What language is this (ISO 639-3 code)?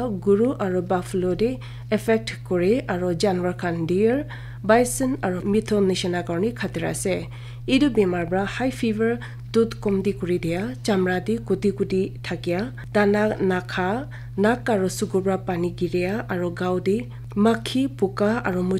nag